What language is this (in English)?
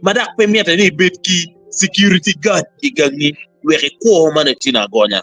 Acoli